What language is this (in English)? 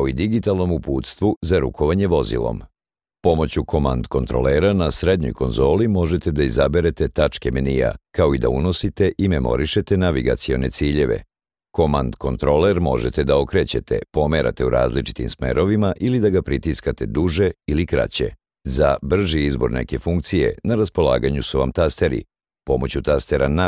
Serbian